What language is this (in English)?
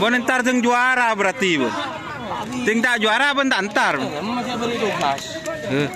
Madurese